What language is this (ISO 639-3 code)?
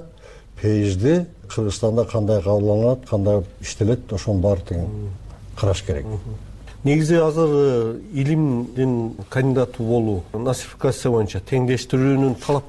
kir